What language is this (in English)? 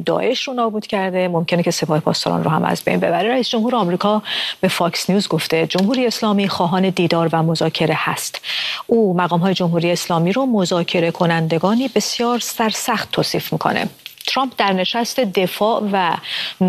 Persian